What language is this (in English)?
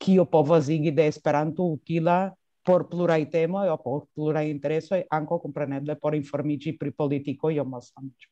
Esperanto